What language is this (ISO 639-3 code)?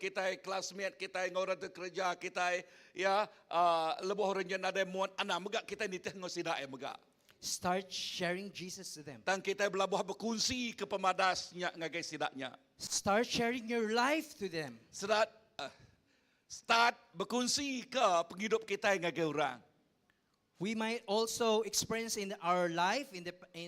iba